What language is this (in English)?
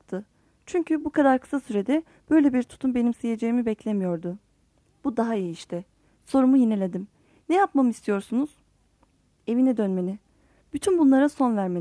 Turkish